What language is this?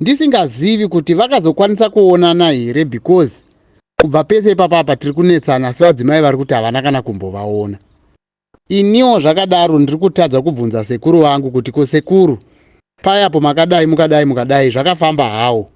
Shona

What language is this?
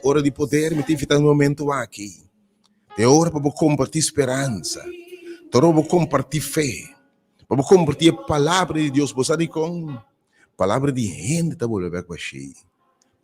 Papiamento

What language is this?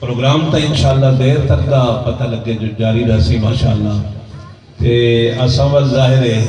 Saraiki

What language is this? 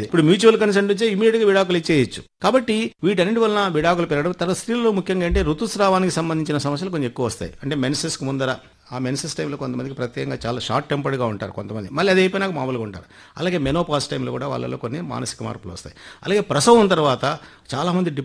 Telugu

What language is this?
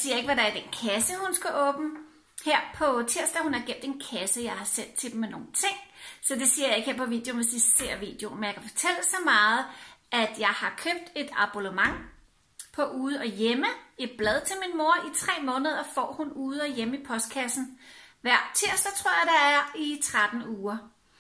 Danish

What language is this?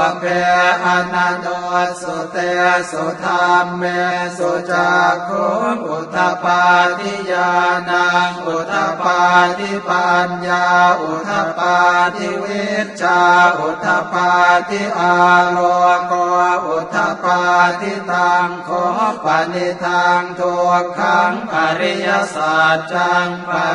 Pali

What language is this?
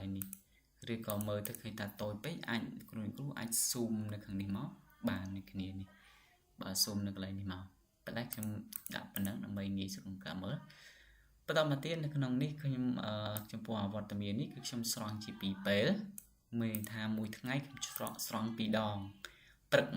Khmer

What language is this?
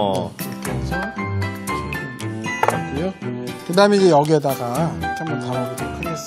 Korean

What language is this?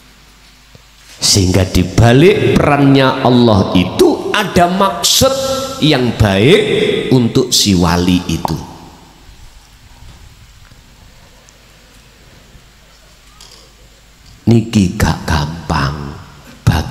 Indonesian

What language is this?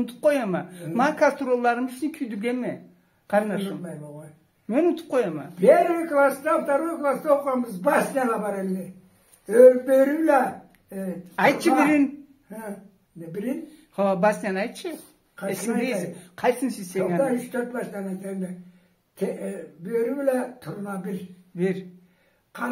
Karachay-Balkar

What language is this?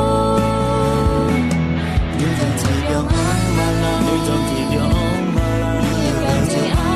Akha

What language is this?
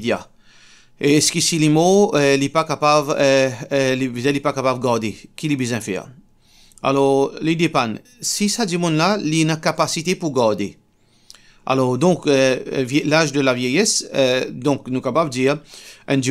Morisyen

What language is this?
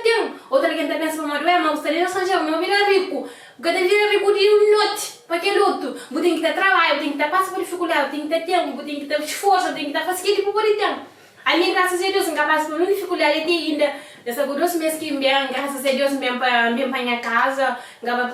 Kabuverdianu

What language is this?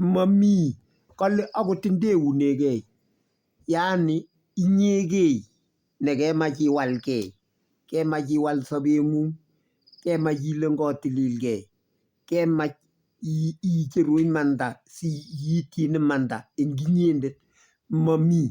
Kalenjin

